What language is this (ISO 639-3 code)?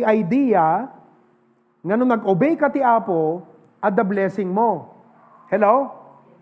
ilo